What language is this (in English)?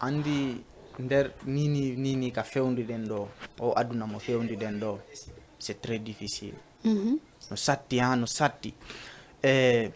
Fula